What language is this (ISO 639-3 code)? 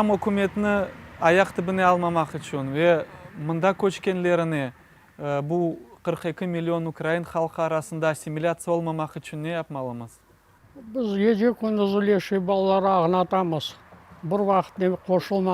crh